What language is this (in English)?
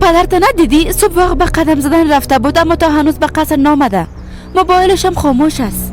Persian